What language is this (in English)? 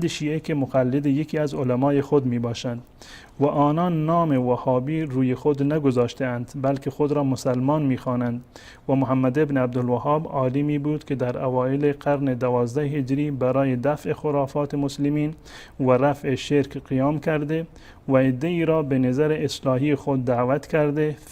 Persian